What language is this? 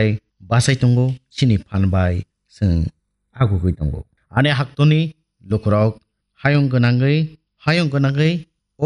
Kok Borok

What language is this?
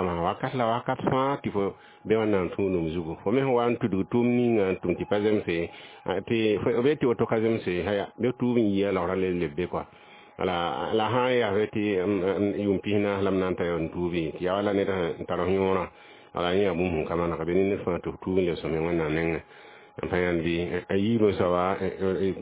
Mossi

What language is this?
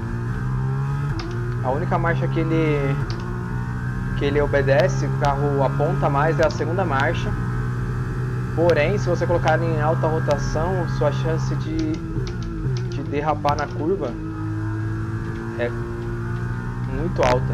Portuguese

